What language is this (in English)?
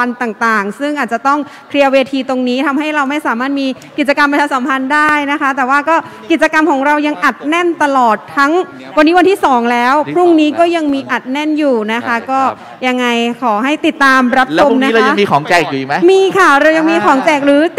Thai